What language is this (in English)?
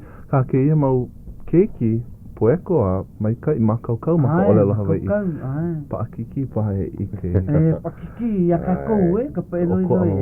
Hawaiian